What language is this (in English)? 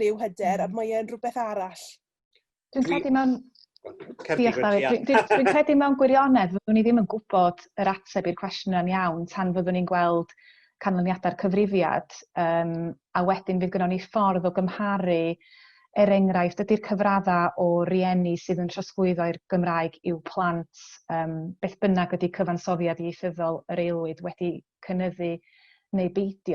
Welsh